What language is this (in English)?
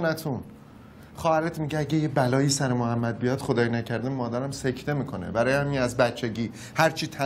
Persian